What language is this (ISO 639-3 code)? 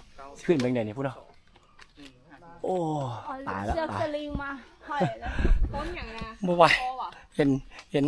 lao